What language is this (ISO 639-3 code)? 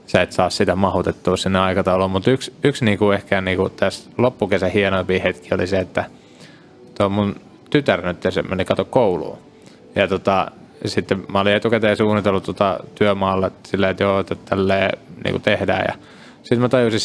fin